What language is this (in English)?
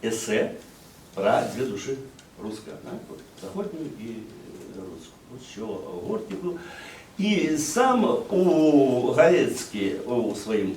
Belarusian